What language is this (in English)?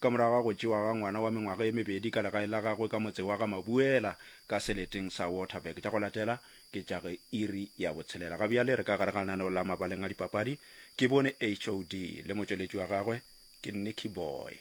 Northern Sotho